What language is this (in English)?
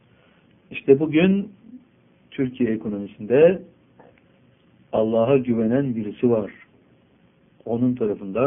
Turkish